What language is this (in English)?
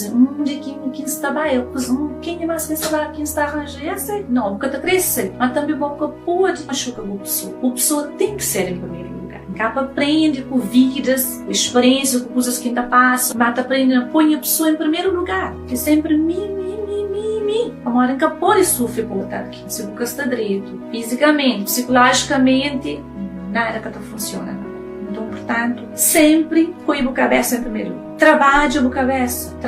Kabuverdianu